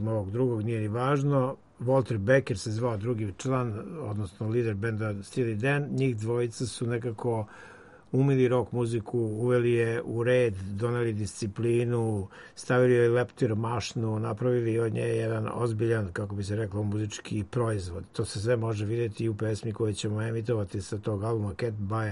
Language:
Serbian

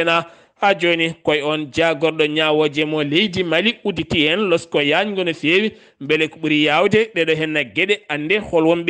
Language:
Fula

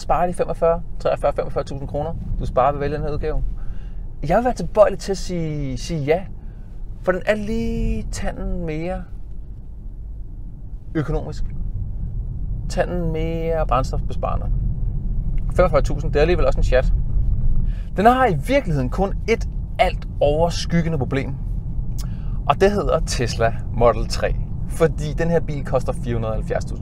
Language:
Danish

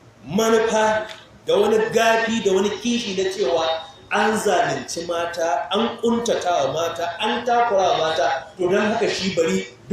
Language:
Hausa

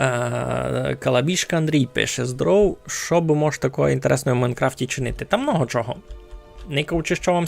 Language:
Rusyn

